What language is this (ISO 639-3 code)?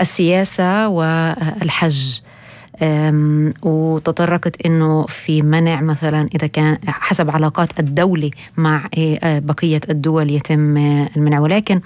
apc